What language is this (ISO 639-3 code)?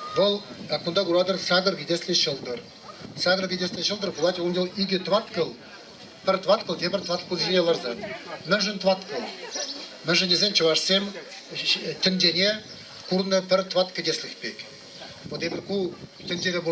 chv